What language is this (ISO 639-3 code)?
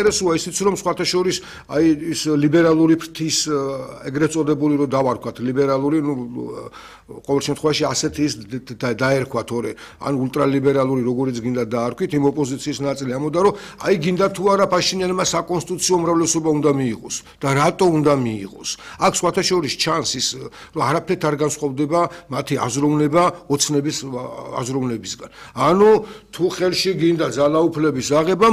kat